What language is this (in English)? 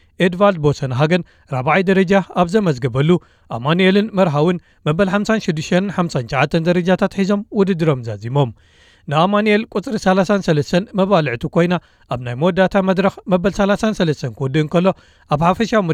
Tigrinya